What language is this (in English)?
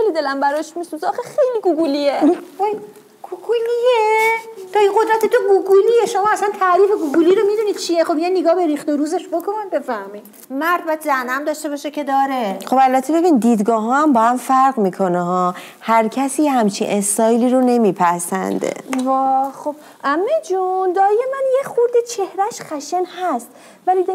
Persian